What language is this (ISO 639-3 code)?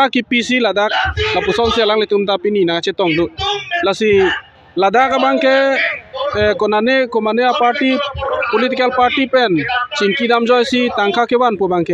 mjw